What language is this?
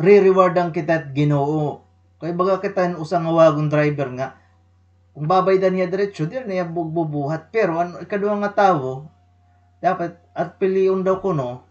Waray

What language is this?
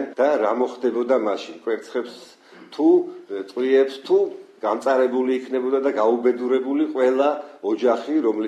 Georgian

